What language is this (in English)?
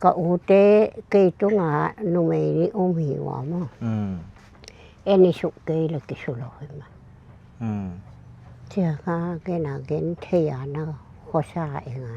Paite Chin